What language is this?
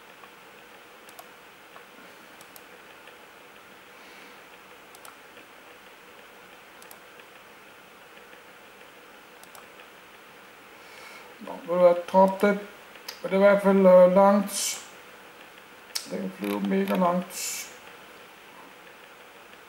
Danish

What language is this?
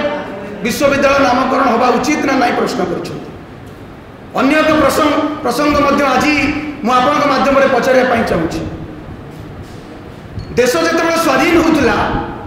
Odia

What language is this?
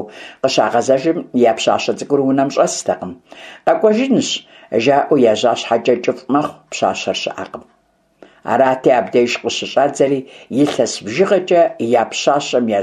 Kabardian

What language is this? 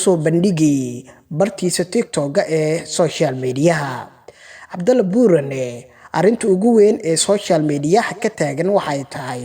Somali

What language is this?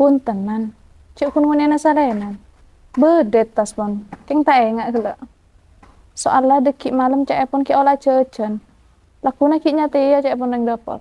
Madurese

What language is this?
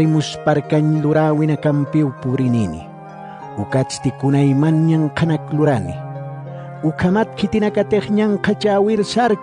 Aymara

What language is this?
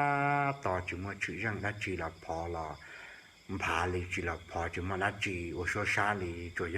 Hmong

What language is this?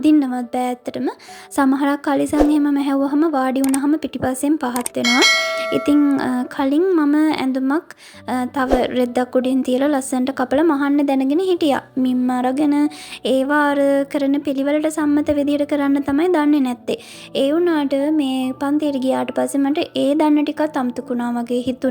Sinhala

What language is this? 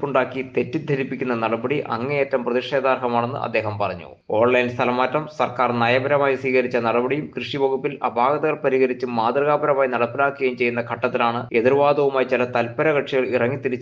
Malayalam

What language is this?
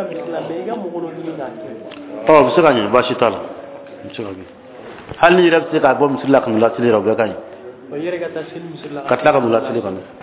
Bambara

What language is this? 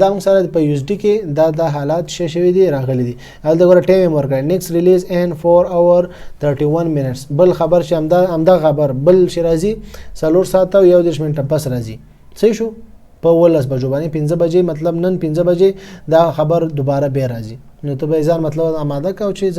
Pashto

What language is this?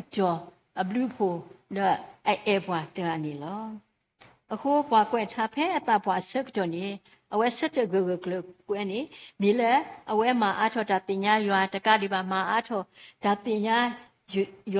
S'gaw Karen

